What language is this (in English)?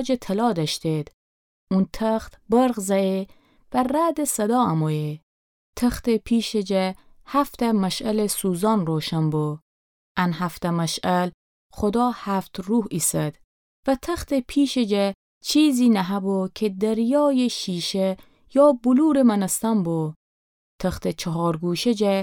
Gilaki